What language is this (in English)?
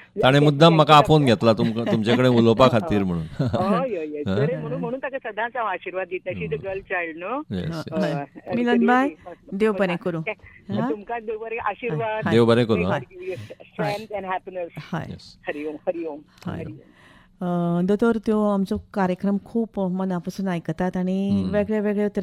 Konkani